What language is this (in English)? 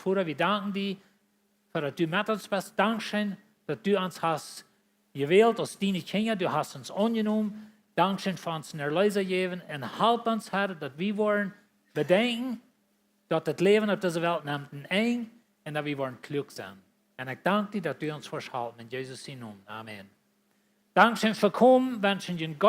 Plautdietsch